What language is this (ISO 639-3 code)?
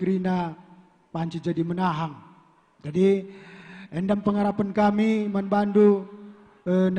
btx